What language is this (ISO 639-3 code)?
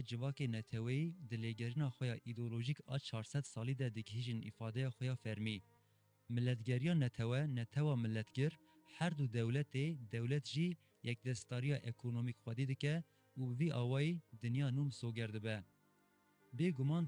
kur